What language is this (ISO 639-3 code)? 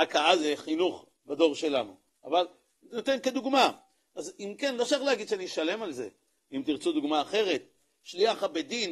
heb